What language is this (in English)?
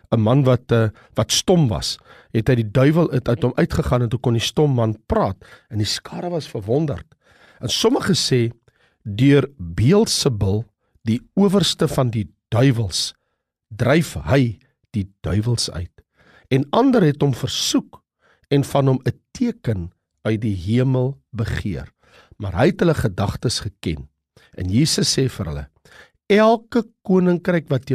Afrikaans